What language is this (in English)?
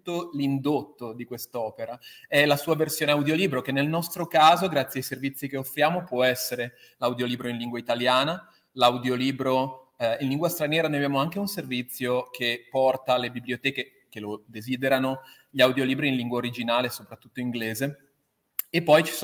Italian